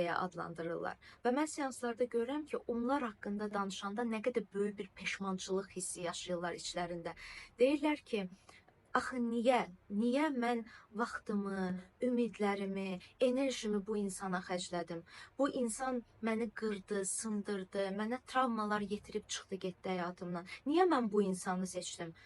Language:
Azerbaijani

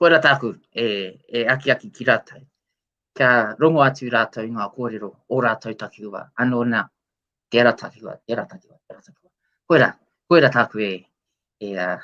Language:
Māori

